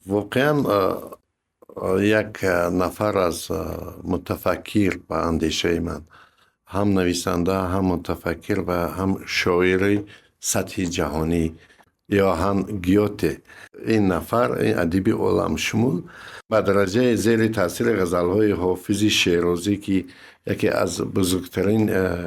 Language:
Tajik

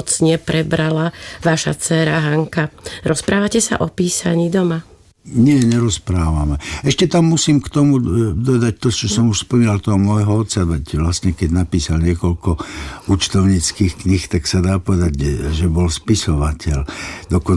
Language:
Slovak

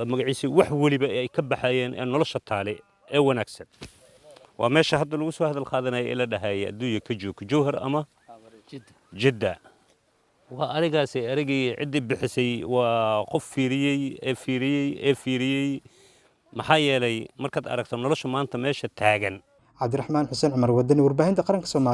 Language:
Somali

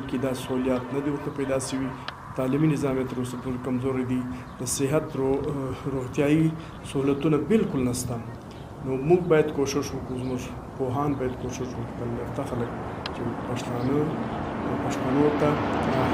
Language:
Pashto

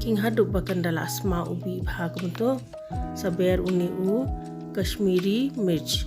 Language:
Khasi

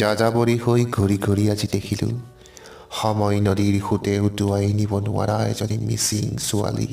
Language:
Assamese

